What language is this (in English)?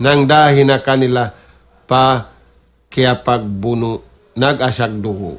Tausug